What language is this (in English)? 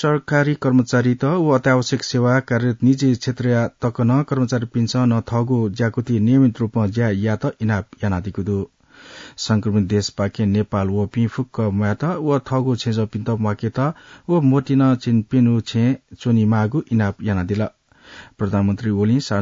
Newari